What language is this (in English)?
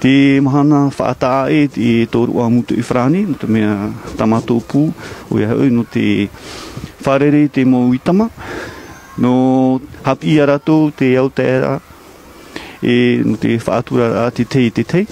Tahitian